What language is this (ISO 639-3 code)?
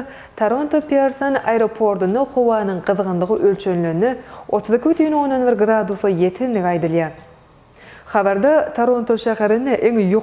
tuk